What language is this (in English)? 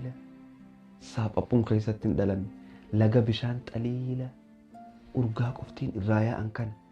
Oromo